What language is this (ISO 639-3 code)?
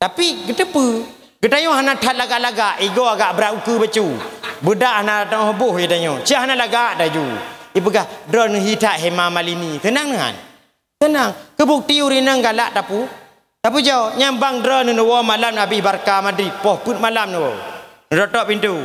ace